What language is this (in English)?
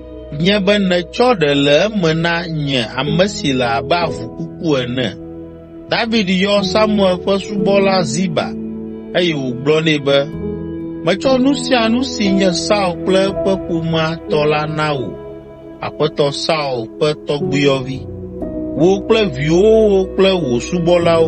Ewe